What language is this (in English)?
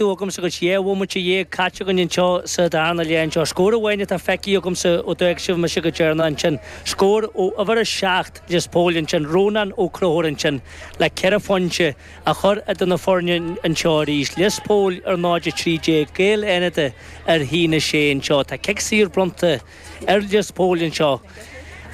Irish